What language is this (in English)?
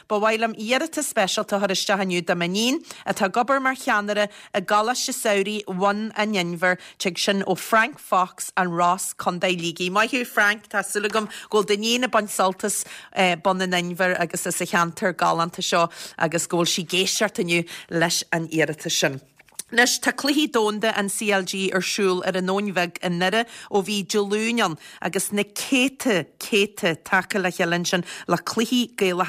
Irish